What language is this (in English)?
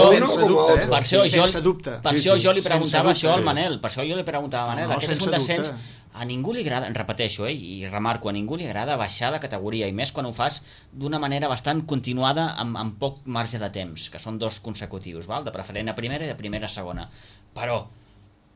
Catalan